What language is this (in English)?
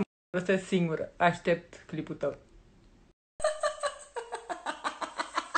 Romanian